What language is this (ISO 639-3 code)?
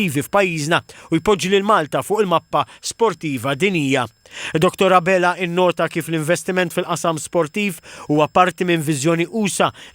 mlt